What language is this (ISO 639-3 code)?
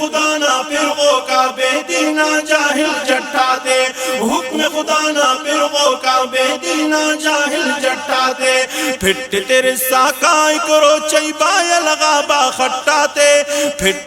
brh